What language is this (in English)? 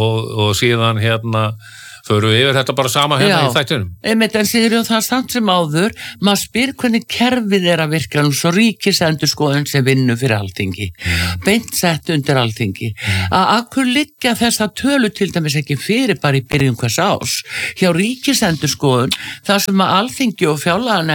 Icelandic